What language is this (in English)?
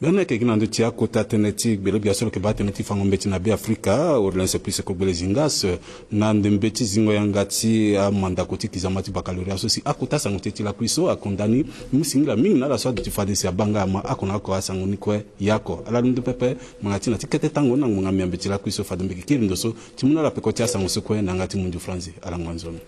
Sango